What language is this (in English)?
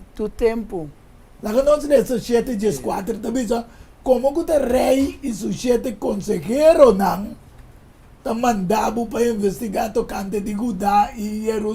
Papiamento